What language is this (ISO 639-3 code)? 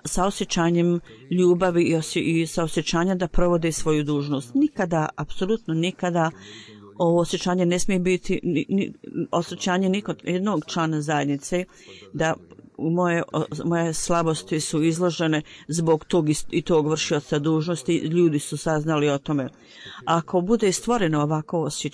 bos